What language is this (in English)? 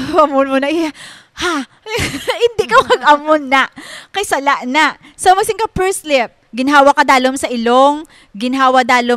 Hiligaynon